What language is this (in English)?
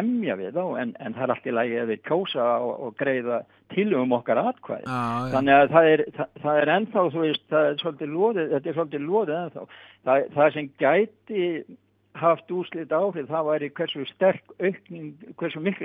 Icelandic